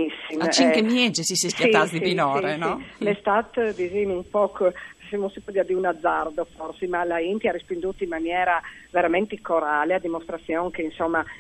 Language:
Friulian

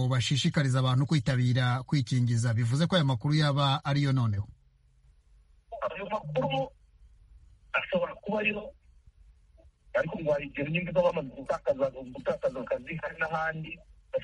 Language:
Kinyarwanda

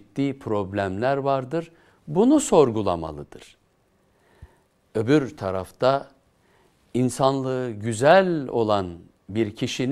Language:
Turkish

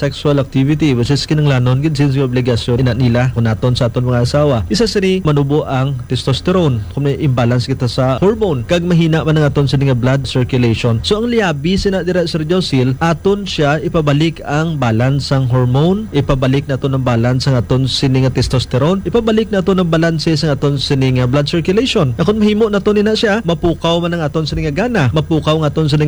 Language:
Hiligaynon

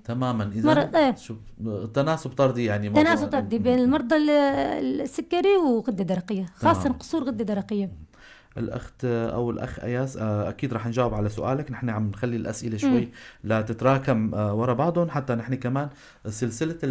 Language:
North Levantine Arabic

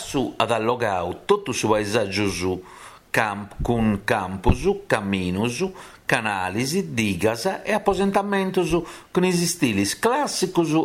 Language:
Sardinian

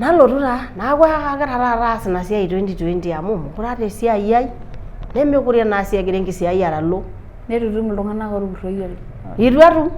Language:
Masai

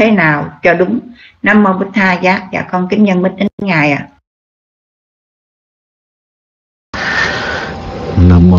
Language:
Vietnamese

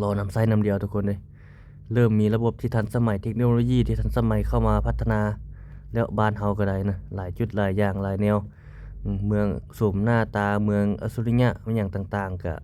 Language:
Lao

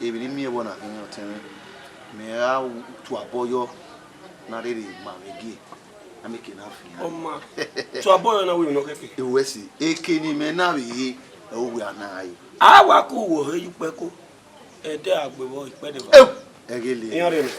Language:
Bini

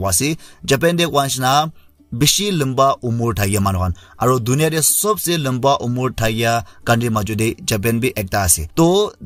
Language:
Naga Pidgin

